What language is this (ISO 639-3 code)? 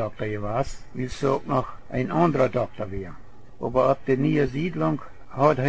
pdt